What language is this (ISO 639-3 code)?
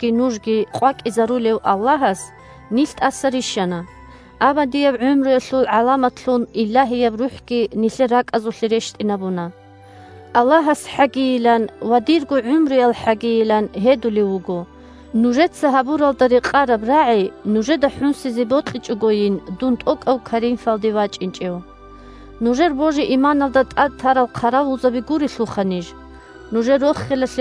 ava